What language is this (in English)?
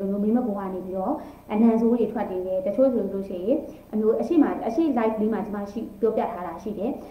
Burmese